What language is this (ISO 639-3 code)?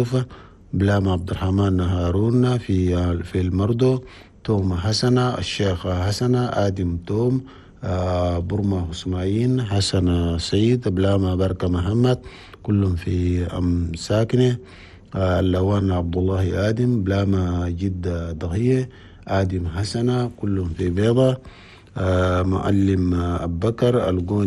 shu